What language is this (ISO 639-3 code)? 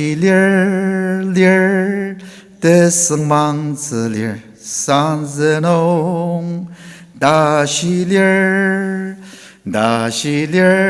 njo